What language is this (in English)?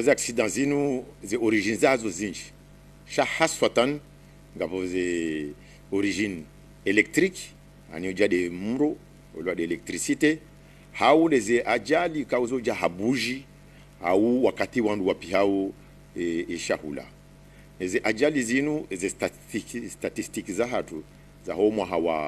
Ngazidja Comorian